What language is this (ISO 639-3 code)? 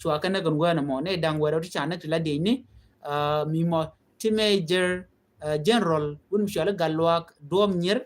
nus